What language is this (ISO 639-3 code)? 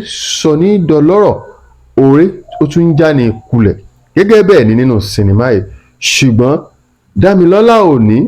yor